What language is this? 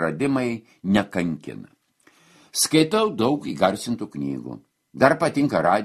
Lithuanian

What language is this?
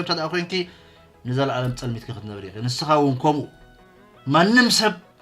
Tigrinya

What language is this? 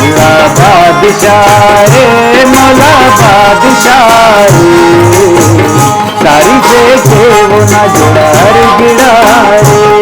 Brahui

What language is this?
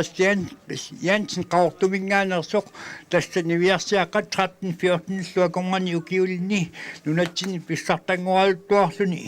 Kalaallisut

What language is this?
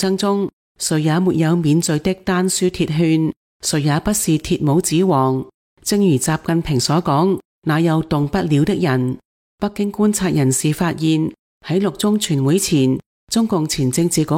Cantonese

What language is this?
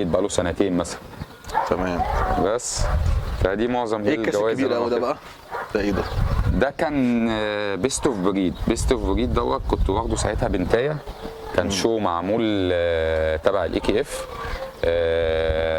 Egyptian Arabic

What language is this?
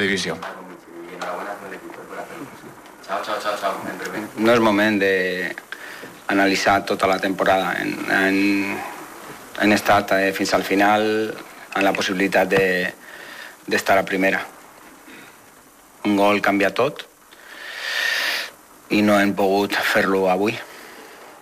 Catalan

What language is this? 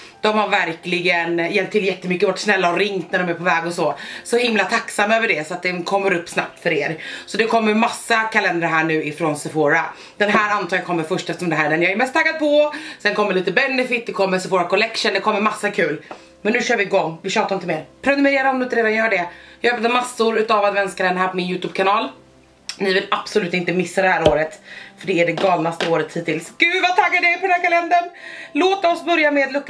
Swedish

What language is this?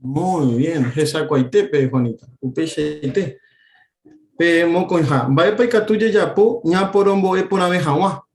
Guarani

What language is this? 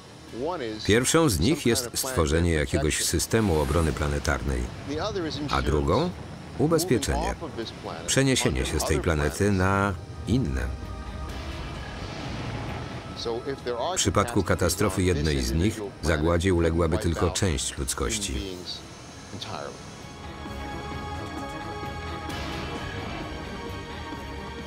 Polish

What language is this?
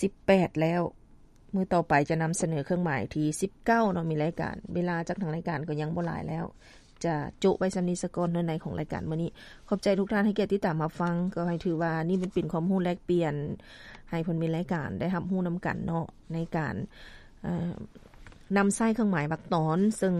Lao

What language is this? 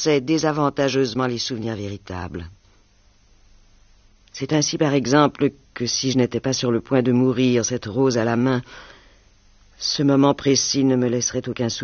French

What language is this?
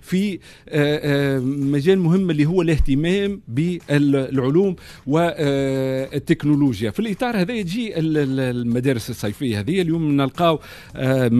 Tunisian Arabic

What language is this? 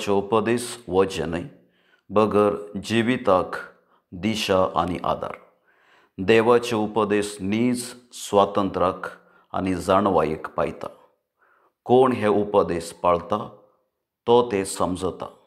Konkani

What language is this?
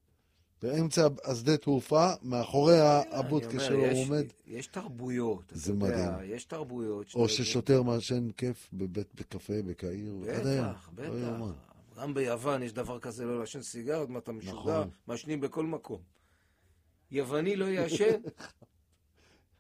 Hebrew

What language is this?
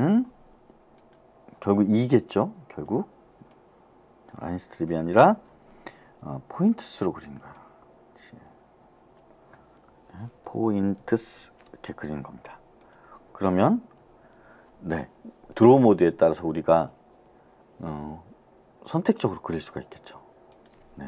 Korean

